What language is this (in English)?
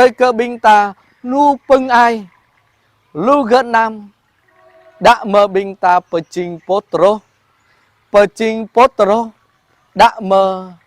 Jarai